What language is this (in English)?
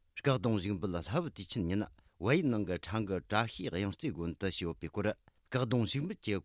Tibetan